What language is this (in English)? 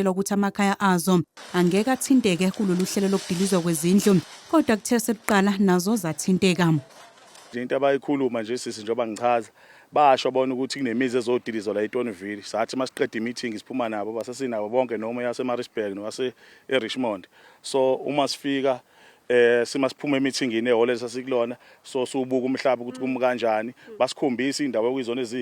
Zulu